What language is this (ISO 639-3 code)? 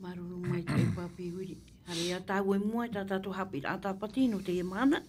tah